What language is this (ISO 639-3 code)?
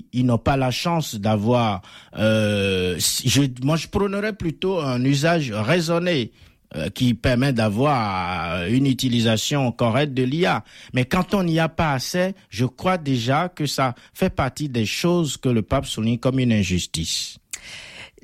fra